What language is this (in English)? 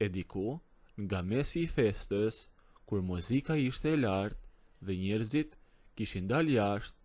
Albanian